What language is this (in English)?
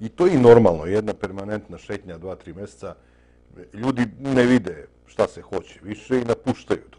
Serbian